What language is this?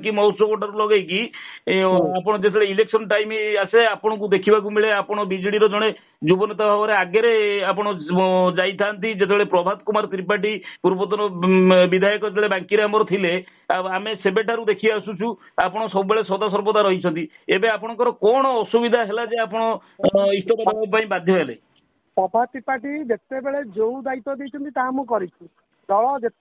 Odia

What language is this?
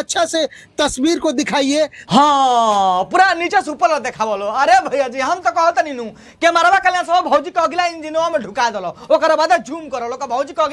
Bhojpuri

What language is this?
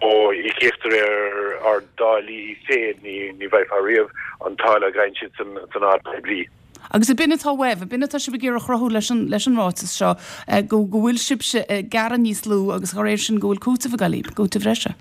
Irish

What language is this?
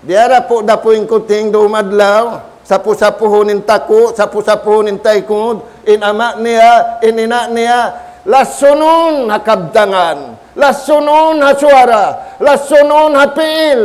Tausug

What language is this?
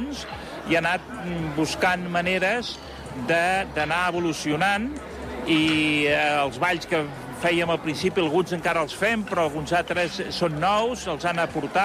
Catalan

